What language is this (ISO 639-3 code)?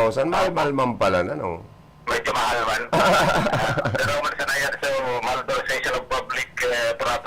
bik